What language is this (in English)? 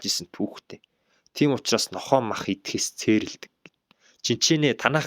Mongolian